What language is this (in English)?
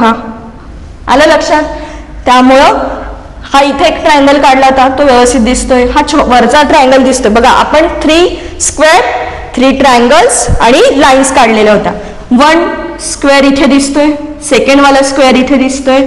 Marathi